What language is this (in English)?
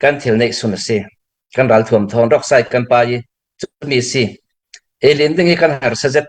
Falam Chin